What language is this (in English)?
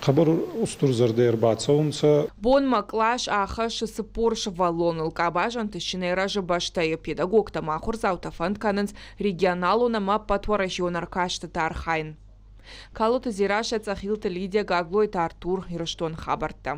Ossetic